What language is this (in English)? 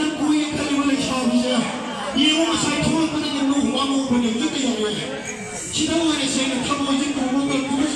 Manipuri